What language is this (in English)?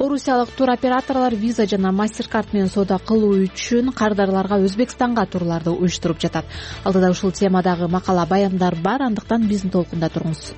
Kyrgyz